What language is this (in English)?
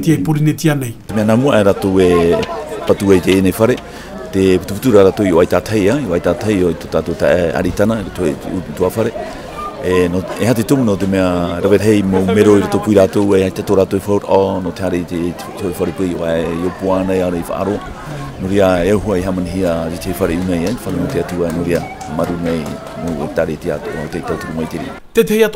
Tahitian